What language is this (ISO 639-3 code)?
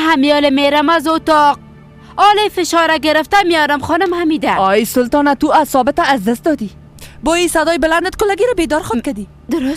fas